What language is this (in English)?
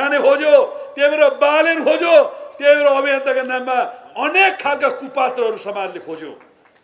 Nepali